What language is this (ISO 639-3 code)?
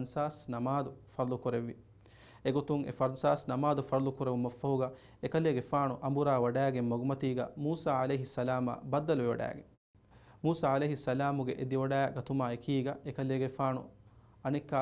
div